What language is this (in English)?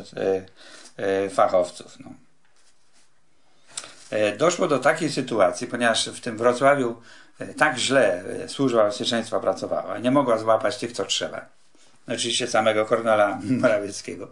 Polish